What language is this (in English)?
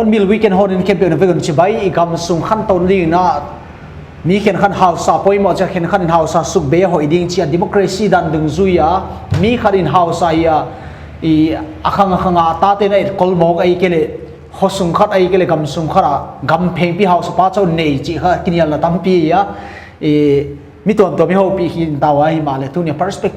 Paite Chin